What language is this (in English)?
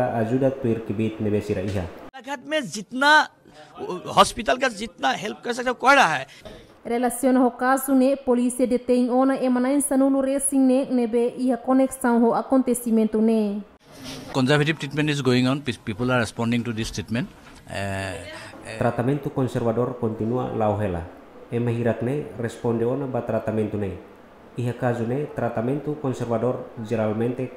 Tetum